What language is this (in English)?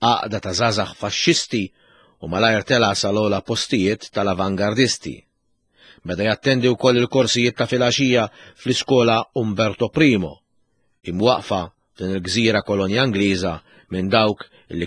Maltese